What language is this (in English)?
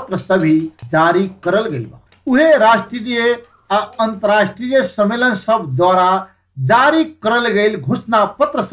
Bhojpuri